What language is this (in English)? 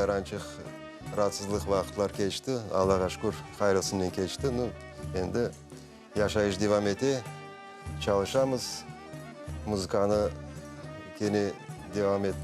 Crimean Tatar